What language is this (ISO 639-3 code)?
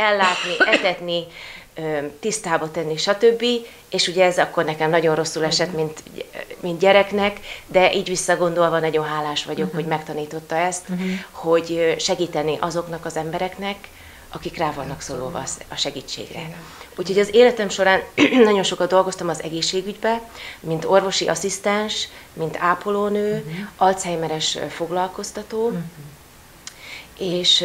hun